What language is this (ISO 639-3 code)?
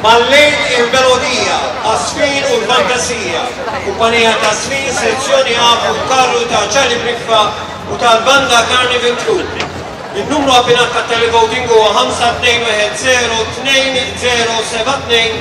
mlt